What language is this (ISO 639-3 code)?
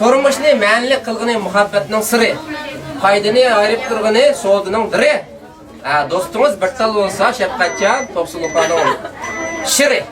uig